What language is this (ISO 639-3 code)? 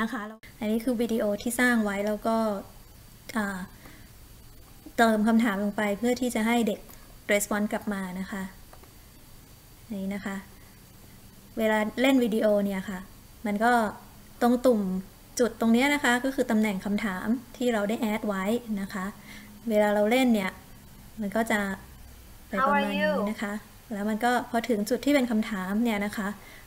tha